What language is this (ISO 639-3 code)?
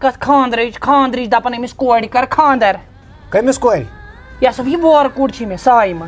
kas